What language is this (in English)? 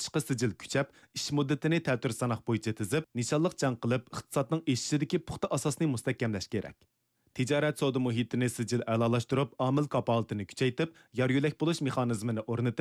Uyghur